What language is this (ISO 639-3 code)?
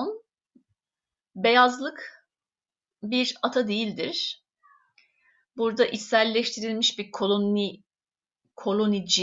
tur